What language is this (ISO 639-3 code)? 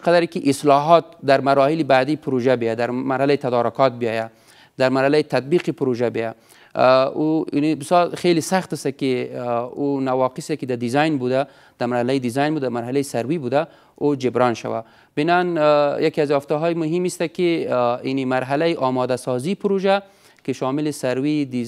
fas